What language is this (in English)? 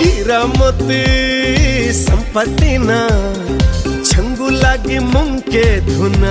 Newari